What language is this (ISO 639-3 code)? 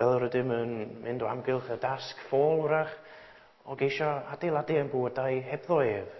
cym